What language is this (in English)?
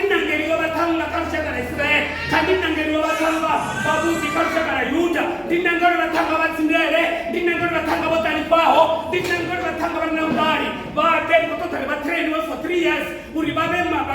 Venda